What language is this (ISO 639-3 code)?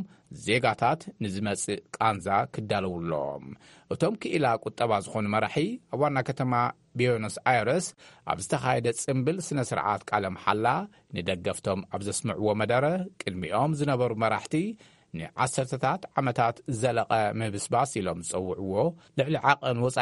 tir